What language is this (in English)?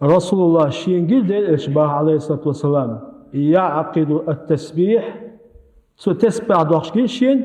Chechen